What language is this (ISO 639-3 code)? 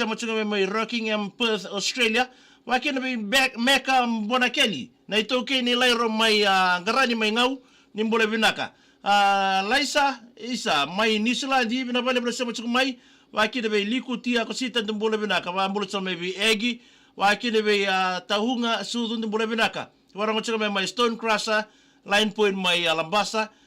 fij